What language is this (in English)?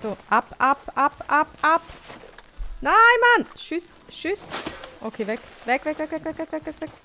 Swiss German